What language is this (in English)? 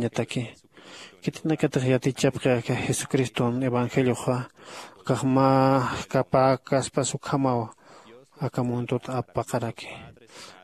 Aymara